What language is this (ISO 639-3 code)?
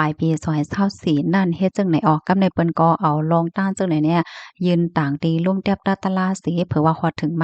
shn